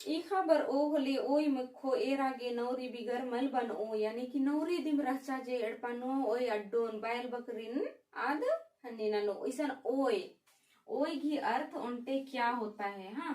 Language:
Kurukh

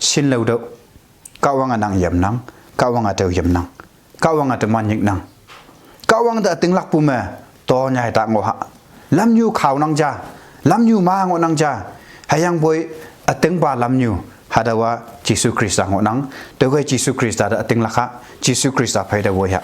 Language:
Konyak Naga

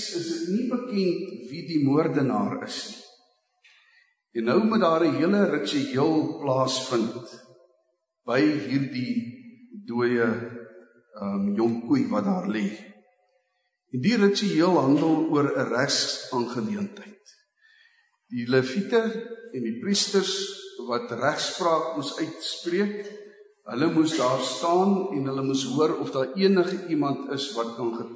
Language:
Afrikaans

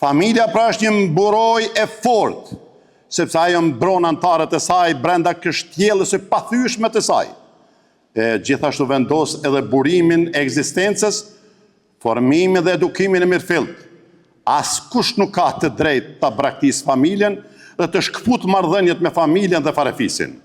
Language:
Albanian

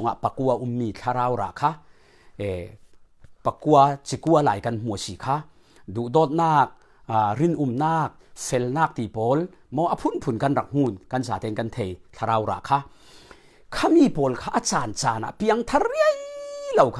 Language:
Falam Chin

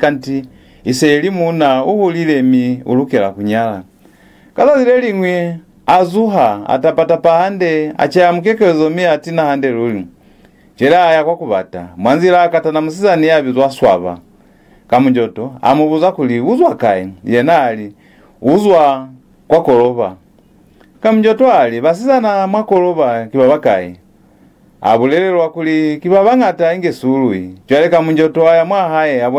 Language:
Lozi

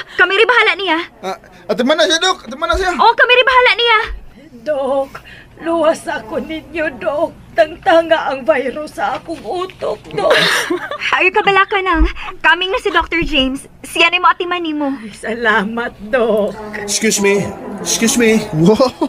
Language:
Cebuano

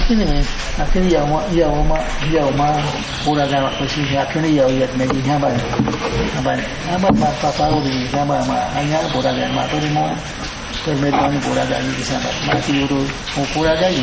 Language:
Awa-Cuaiquer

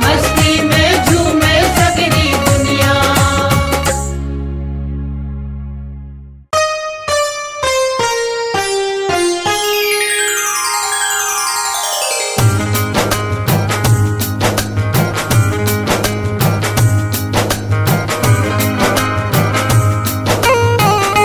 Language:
Bhojpuri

